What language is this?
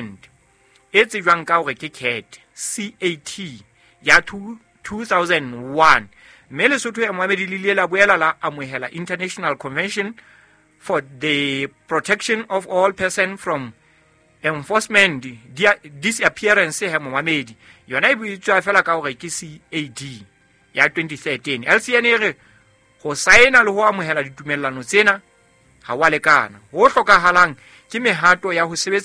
Southern Sotho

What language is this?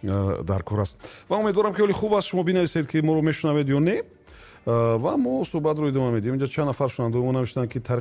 Tajik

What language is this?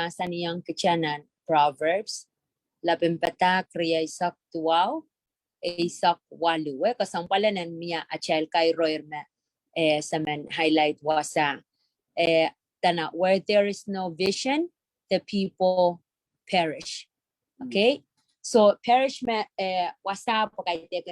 Pohnpeian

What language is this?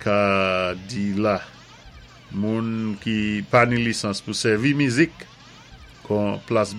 Saint Lucian Creole French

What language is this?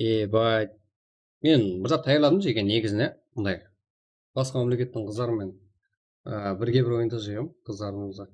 Kara-Kalpak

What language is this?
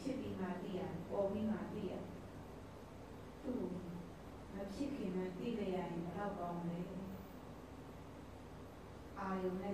Burmese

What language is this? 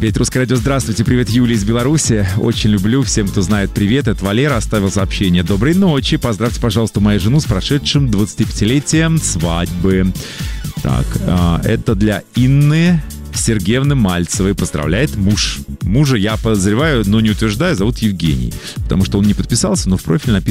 Russian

